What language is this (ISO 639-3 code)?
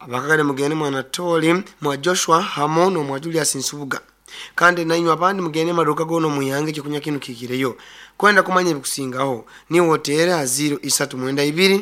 nyo